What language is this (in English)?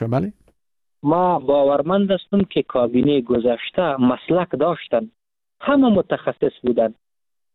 Persian